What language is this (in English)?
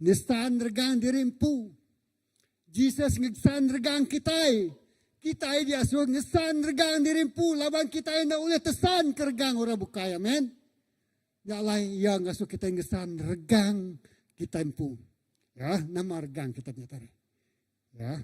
Iban